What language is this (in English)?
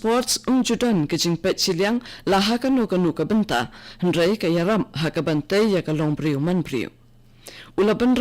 Khasi